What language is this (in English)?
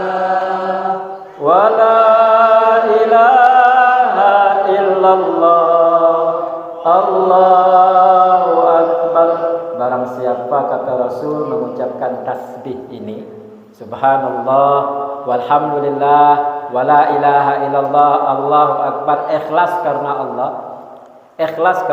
Banjar